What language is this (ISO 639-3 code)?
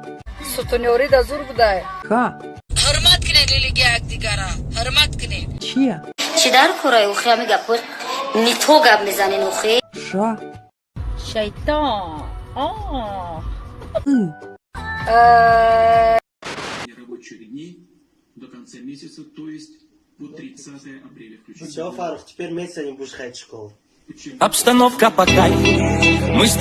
tgk